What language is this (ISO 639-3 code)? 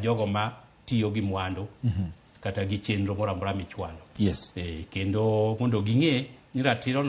luo